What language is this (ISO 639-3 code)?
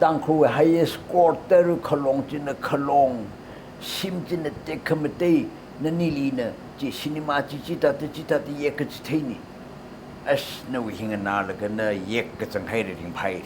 nmf